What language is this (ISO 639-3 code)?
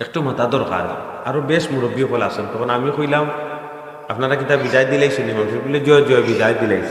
syl